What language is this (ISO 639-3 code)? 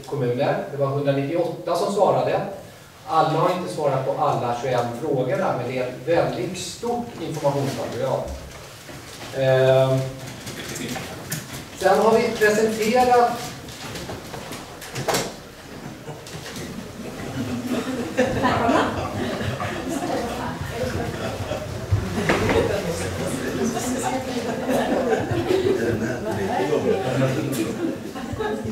swe